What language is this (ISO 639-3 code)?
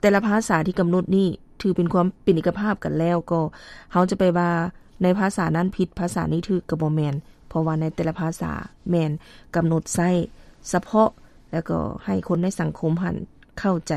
lao